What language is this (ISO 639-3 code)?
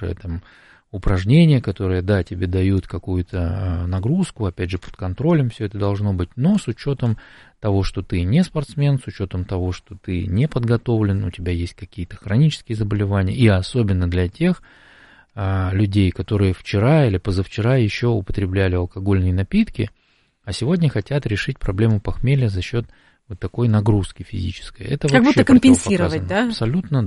rus